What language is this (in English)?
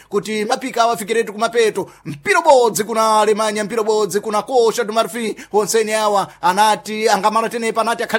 Sena